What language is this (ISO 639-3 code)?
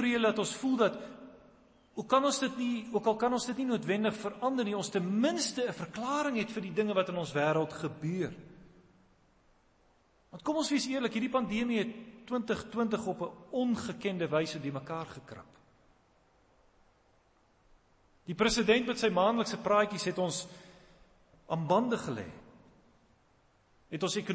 afr